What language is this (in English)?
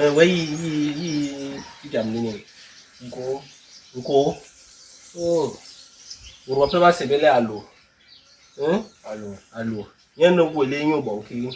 Basaa